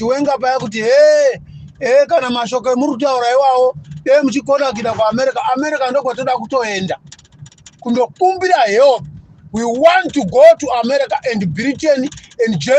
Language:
Shona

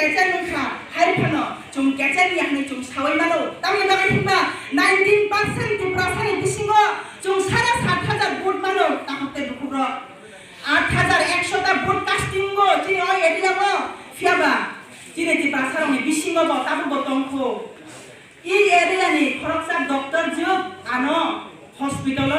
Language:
Kok Borok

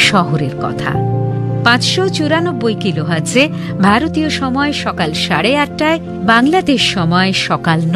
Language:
Bangla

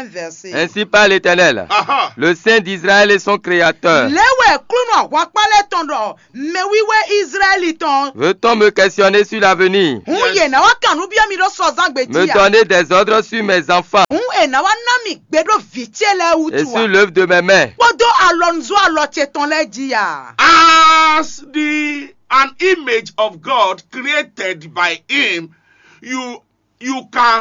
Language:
Fon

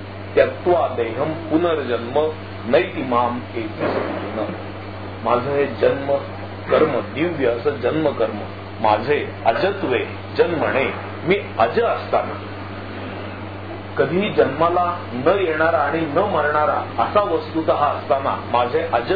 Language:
Marathi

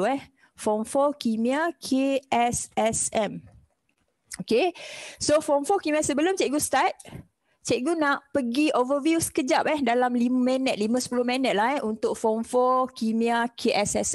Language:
Malay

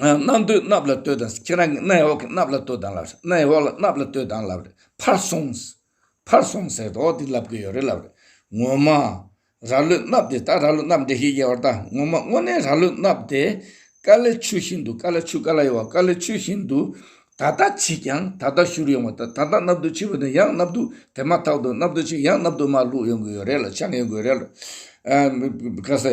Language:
Tibetan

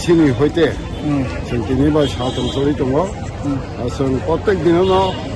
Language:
Riang (India)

